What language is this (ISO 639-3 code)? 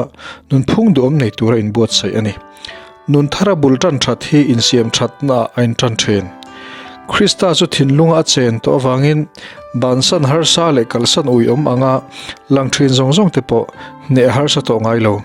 lus